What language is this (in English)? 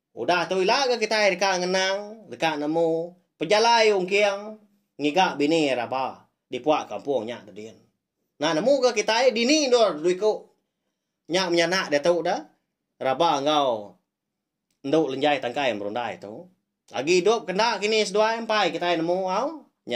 Iban